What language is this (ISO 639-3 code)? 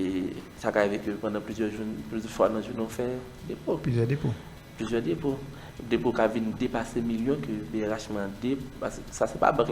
hat